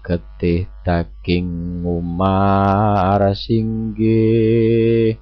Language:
Javanese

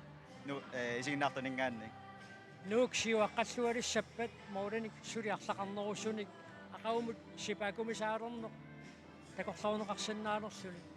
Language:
Kalaallisut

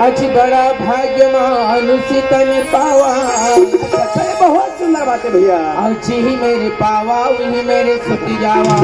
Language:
Chhattisgarhi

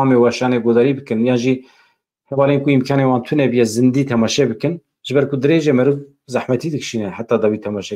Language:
Kurdish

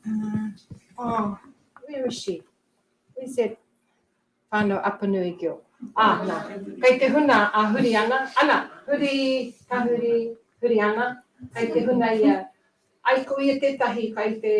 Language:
Māori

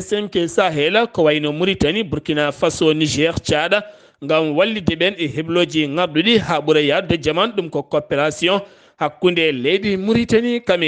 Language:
Fula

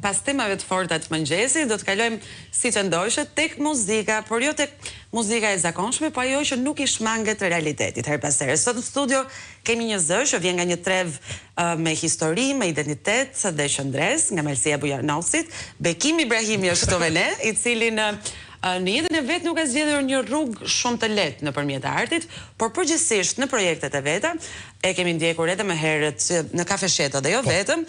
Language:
Albanian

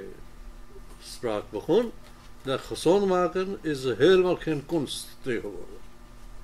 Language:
Dutch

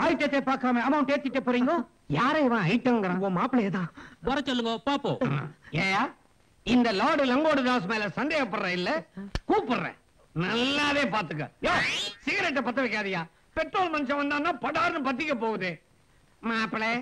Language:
Tamil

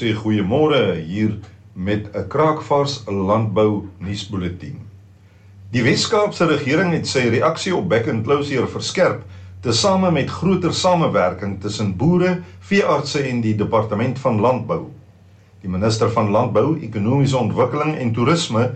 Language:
Afrikaans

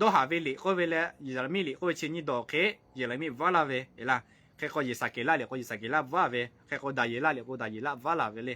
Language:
Lahu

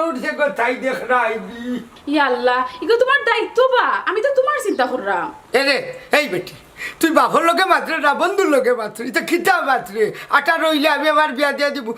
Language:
Sylheti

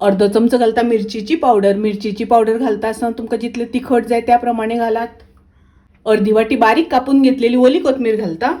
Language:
Konkani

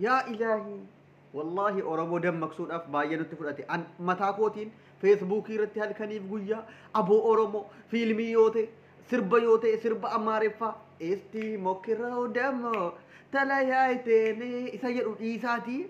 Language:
Oromo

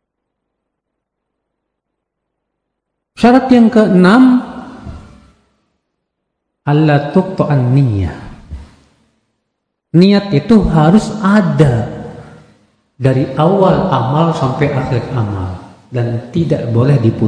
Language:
Indonesian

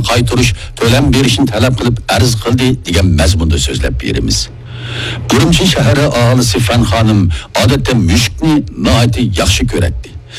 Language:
Uyghur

